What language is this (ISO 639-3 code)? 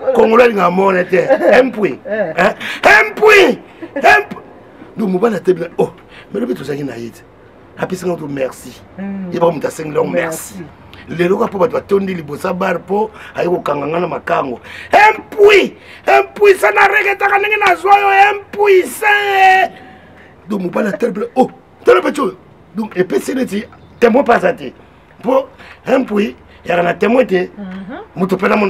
lin